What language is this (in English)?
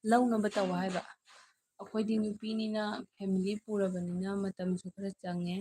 Manipuri